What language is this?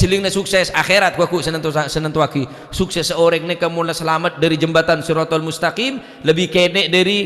Madurese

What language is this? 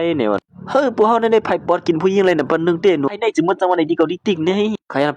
Shan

